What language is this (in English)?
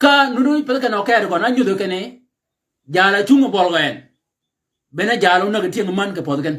Shilluk